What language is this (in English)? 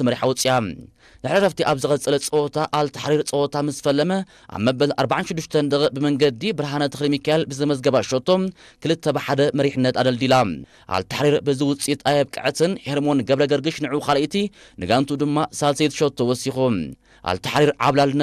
Tigrinya